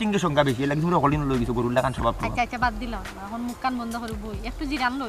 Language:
Sylheti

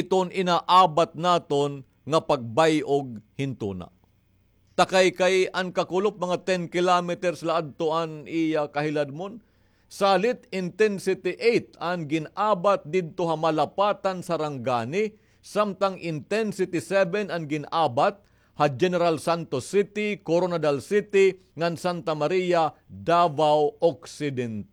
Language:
Waray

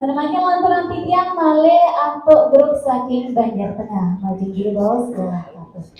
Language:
Balinese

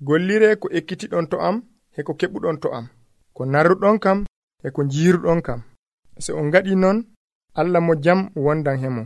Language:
Nigerian Fulfulde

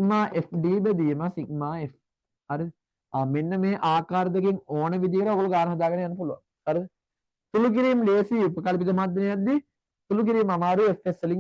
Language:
Sinhala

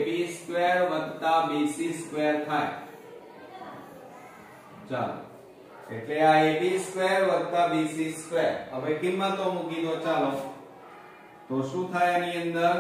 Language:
Gujarati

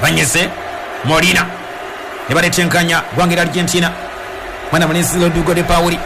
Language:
Ganda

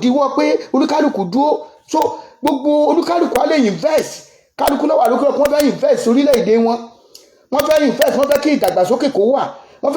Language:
Yoruba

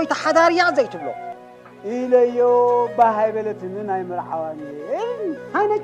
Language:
Tigrinya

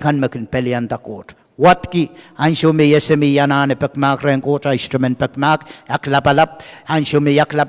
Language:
Pohnpeian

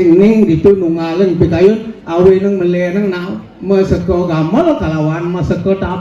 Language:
Balinese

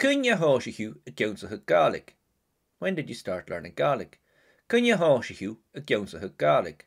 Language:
Scottish Gaelic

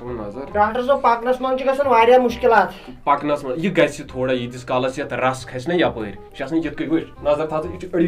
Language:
Kashmiri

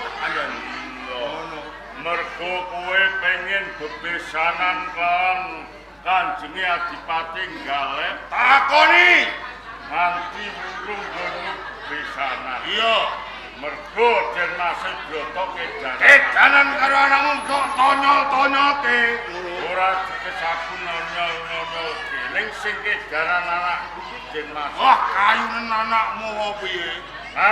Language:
Javanese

